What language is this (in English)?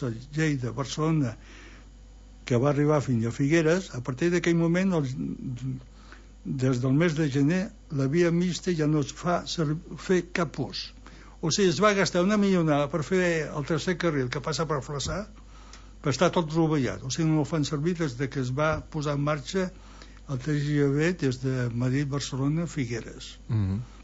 Catalan